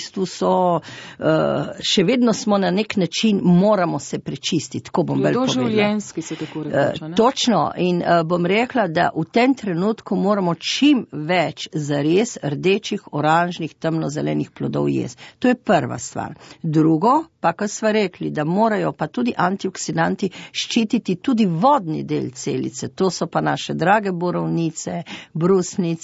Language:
Slovenian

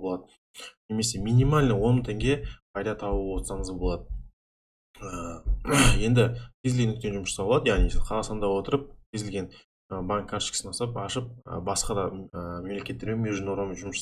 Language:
Kazakh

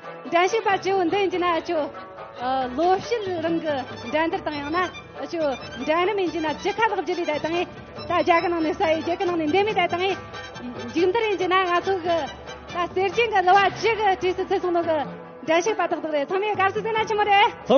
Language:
Tibetan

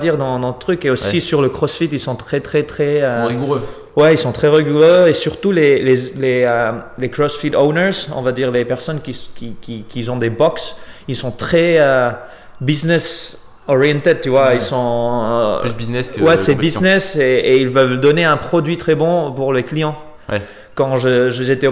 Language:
French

